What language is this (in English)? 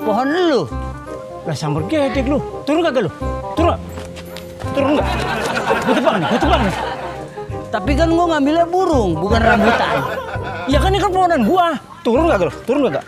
Betawi